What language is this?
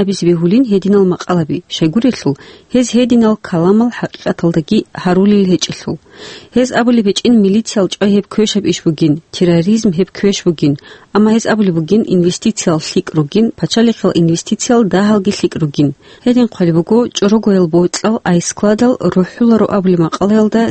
Avaric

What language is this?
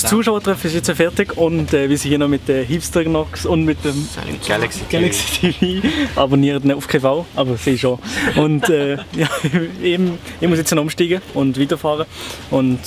Swiss German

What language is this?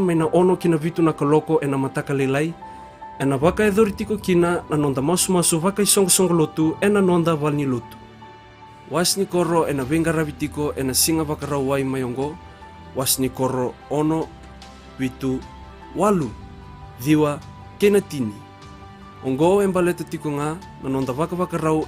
Fijian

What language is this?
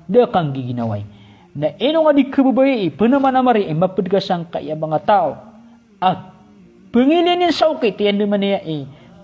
Maranao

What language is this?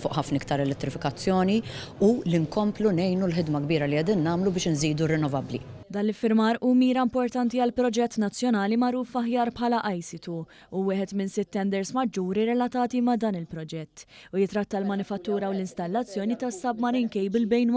Maltese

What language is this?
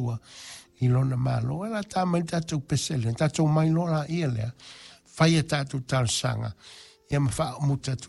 Samoan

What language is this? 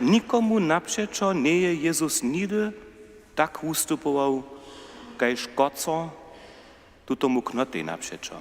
Upper Sorbian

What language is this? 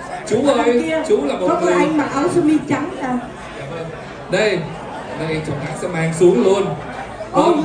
Vietnamese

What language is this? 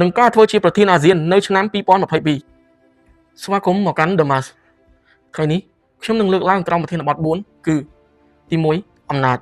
Khmer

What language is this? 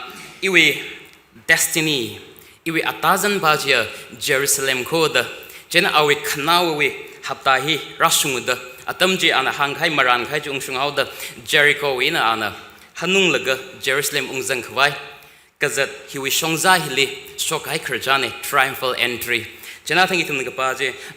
Tangkhul Naga (India)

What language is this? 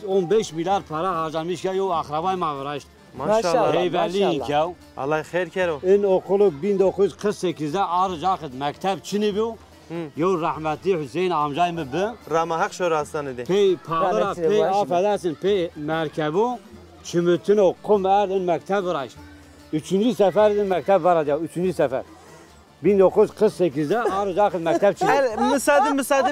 Zaza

